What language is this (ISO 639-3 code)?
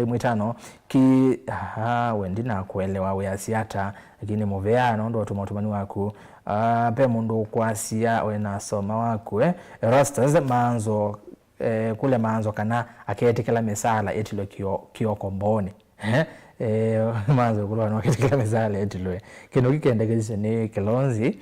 kam